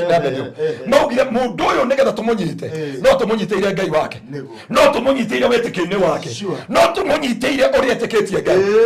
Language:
Kikuyu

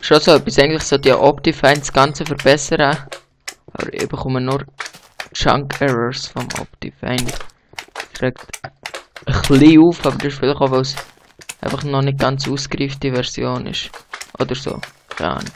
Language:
Swiss German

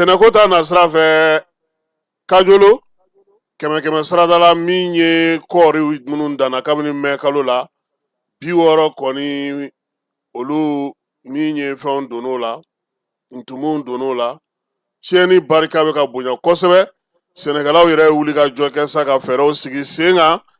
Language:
Bambara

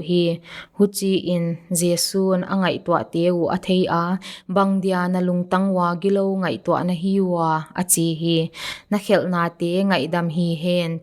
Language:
Paite Chin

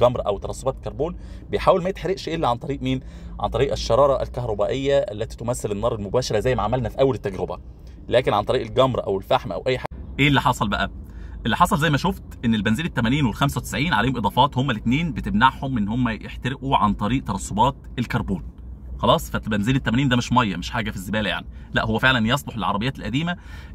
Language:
Egyptian Arabic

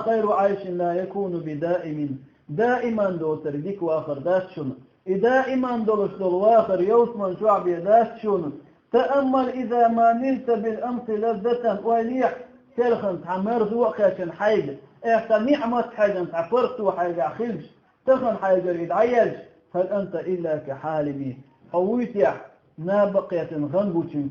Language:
Chechen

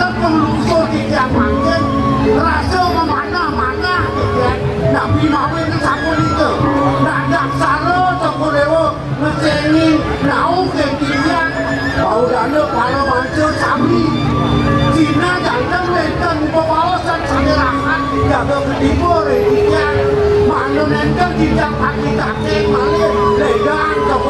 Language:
Balinese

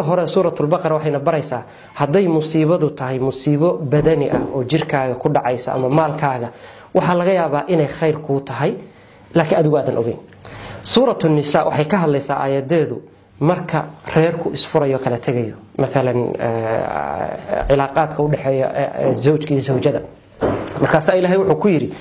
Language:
Somali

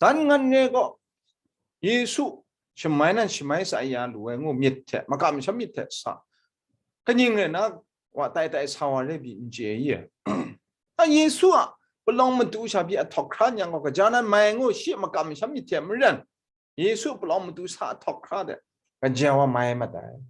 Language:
Kachin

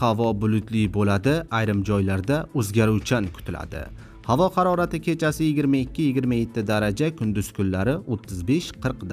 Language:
Uzbek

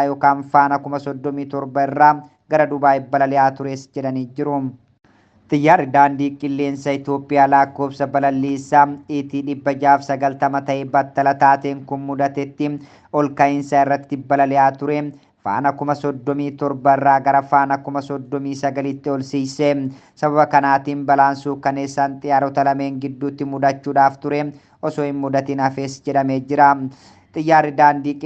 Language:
Oromo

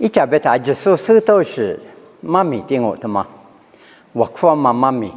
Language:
Lisu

